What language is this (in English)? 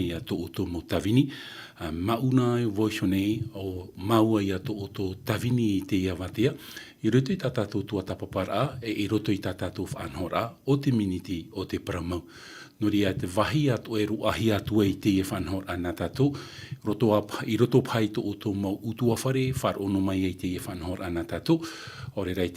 Tahitian